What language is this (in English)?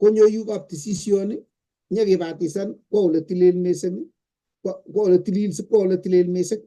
Kalenjin